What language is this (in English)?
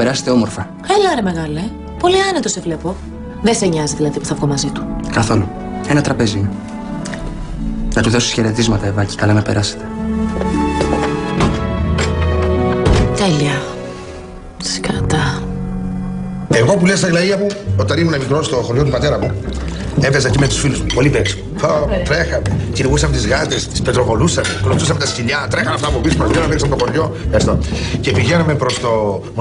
Greek